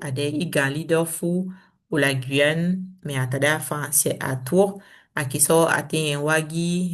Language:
Saramaccan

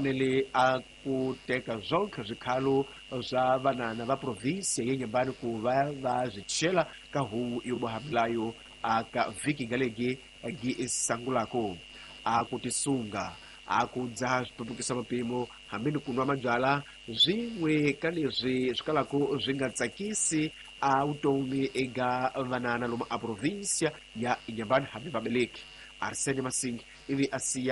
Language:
Tsonga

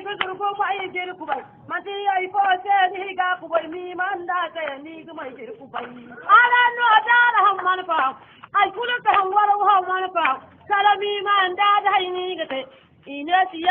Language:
Zarma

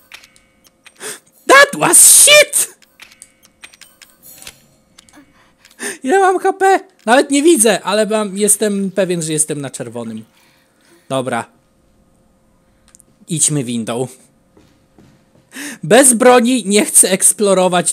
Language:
Polish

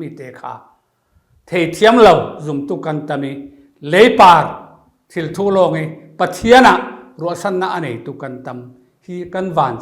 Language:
Falam Chin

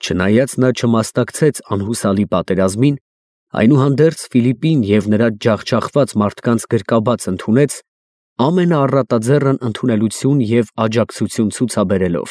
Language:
Armenian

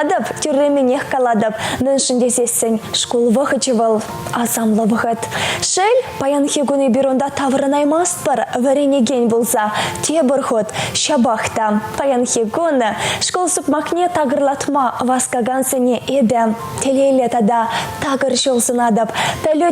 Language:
Chuvash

